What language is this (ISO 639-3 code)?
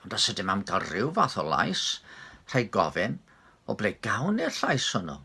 cym